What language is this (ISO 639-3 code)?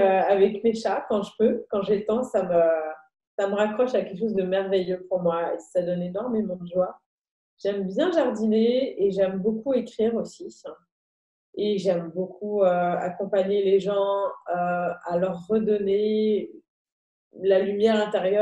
fra